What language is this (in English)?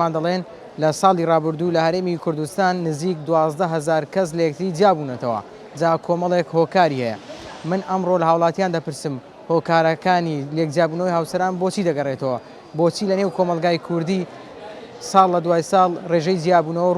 Central Kurdish